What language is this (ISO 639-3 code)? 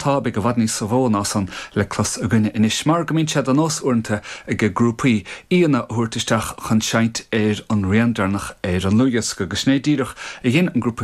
gle